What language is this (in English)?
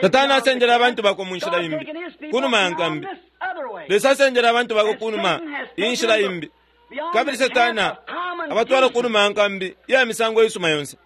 Bemba